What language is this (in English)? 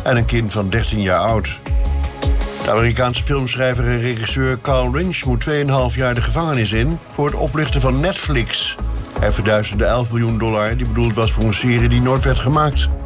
Dutch